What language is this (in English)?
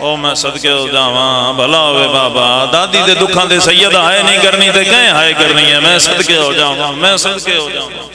Pahari-Potwari